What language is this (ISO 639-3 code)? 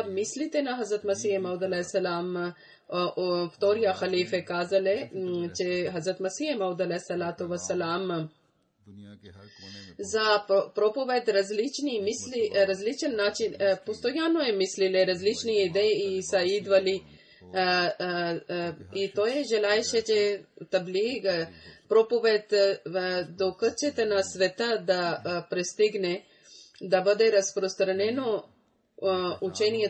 bul